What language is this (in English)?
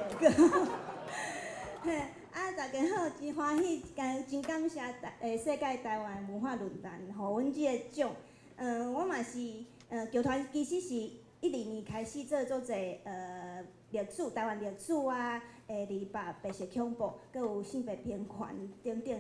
Min Nan Chinese